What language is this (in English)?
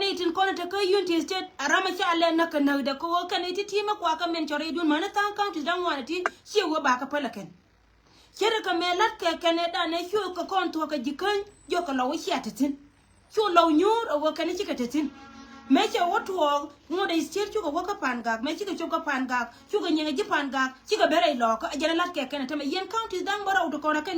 Nuer